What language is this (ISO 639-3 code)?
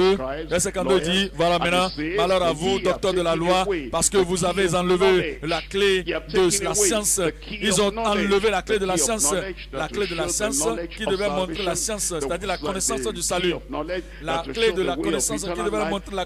fra